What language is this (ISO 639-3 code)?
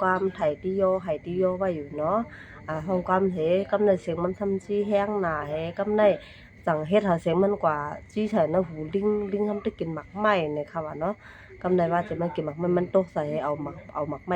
shn